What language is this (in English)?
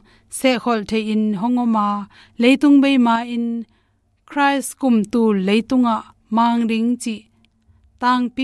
Tedim Chin